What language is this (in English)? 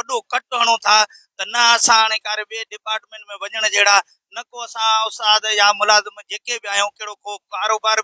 Sindhi